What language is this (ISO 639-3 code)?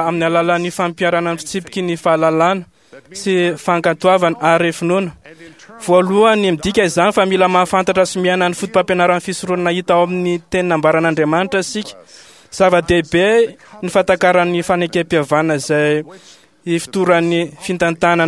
mlg